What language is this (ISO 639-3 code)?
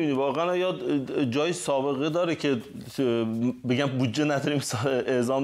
fas